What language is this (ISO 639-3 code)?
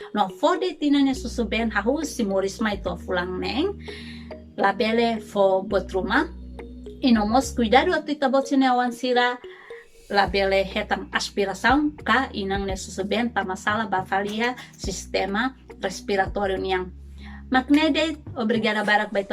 tet